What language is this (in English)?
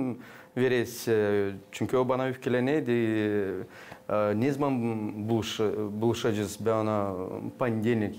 Gagauz